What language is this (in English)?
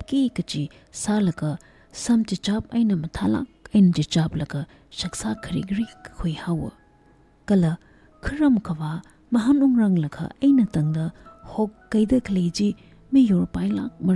Tangkhul Naga (India)